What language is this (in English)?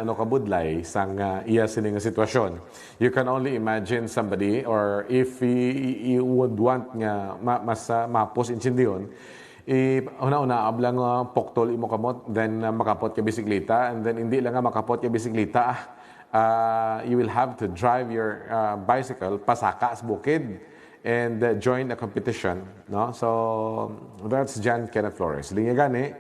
Hiligaynon